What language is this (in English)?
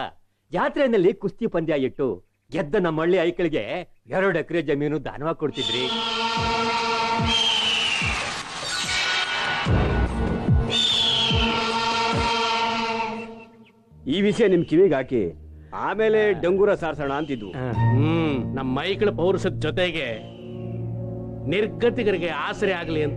Kannada